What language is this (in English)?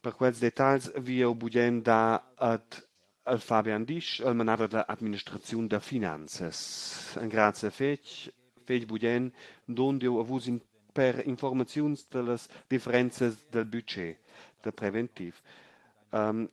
Romansh